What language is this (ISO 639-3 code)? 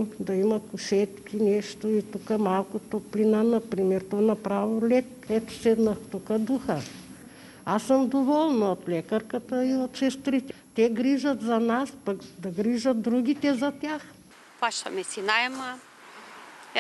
bul